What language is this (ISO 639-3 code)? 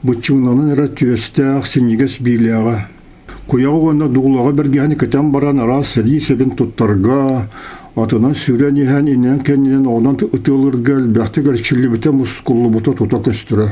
sah